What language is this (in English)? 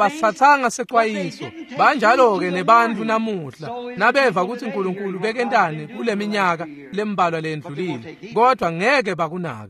Swati